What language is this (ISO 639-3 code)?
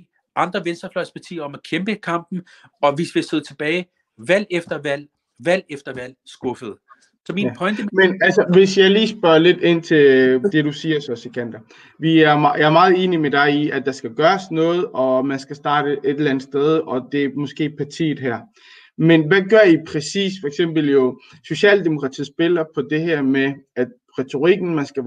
dan